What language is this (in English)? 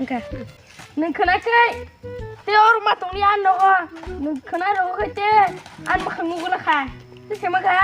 Kok Borok